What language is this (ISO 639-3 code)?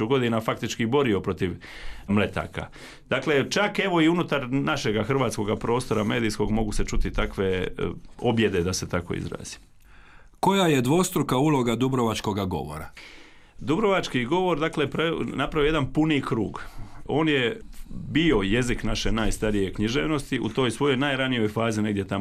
hrv